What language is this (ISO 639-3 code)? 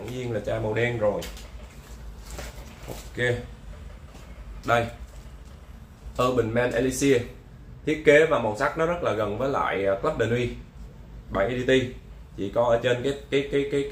vie